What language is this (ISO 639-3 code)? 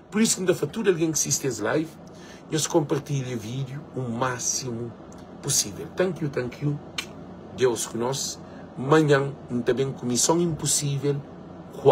kea